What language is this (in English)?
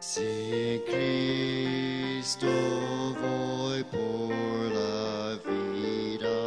South Bolivian Quechua